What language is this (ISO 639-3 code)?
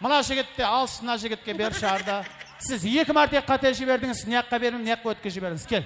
kaa